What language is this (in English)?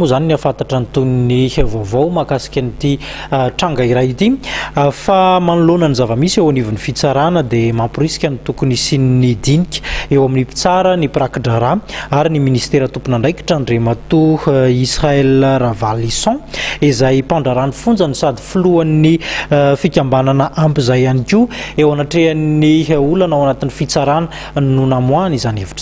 Malagasy